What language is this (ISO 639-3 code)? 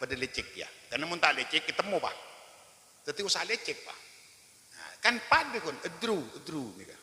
mad